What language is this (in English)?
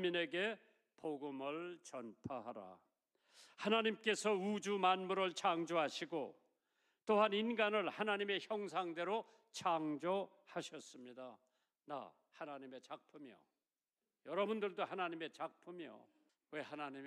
Korean